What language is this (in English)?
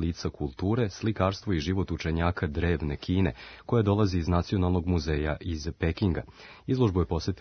Serbian